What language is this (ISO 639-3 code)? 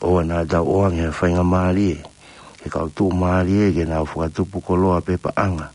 ton